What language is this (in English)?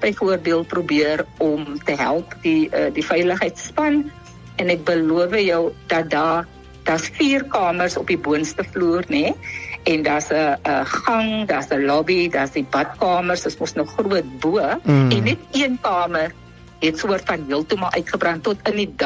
Afrikaans